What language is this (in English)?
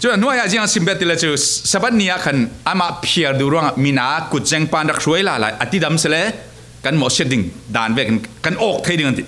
Falam Chin